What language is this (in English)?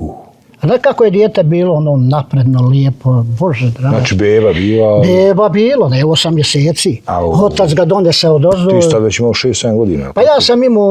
Bosnian